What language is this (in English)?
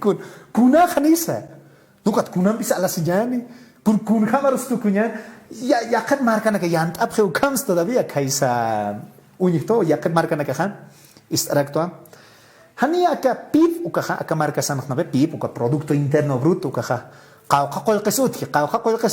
Aymara